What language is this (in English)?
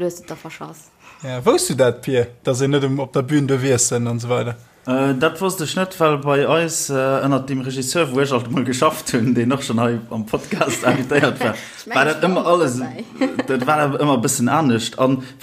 Luxembourgish